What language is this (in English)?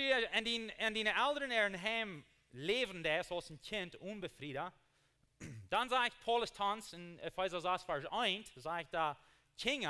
Plautdietsch